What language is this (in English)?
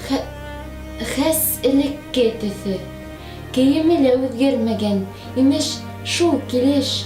Bashkir